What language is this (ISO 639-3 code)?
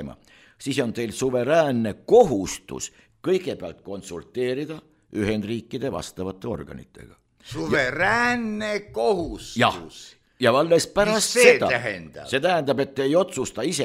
est